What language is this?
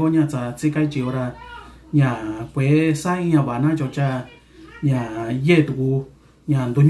Mixtepec Mixtec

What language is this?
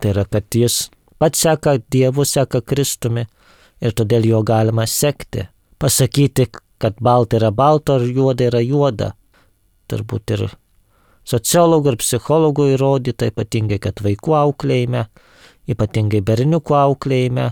Lithuanian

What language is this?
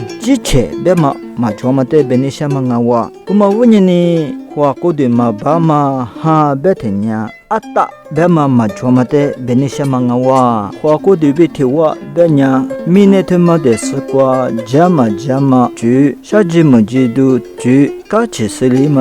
Lisu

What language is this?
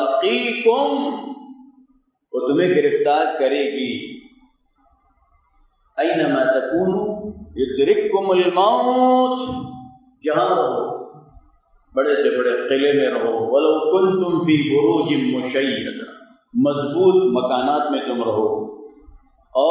Urdu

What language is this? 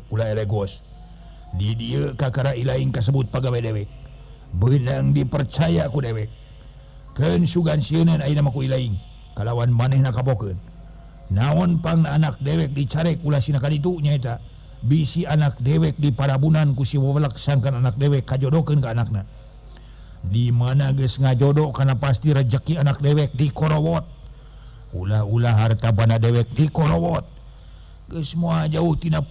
Sundanese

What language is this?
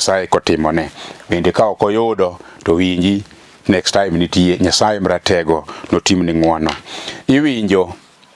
Luo (Kenya and Tanzania)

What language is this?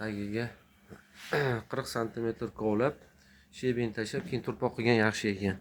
Uzbek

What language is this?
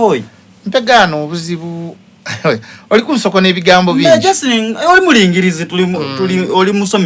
Soga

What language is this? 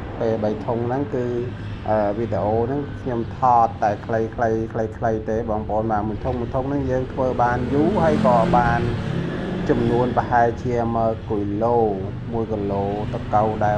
Khmer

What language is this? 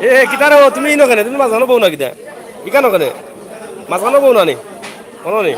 Sylheti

